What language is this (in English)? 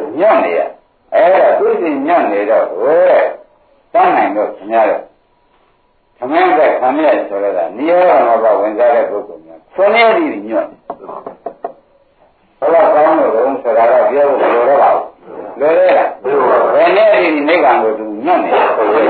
Burmese